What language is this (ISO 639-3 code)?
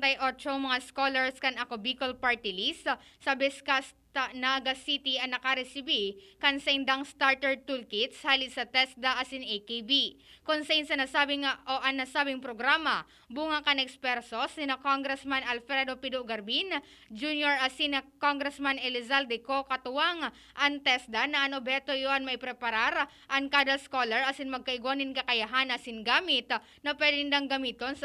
bik